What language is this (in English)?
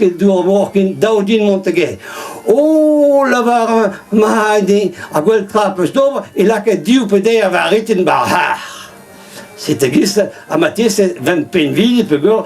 Breton